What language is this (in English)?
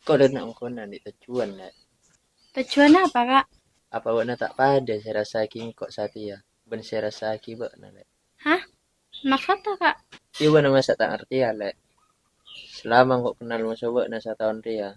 Madurese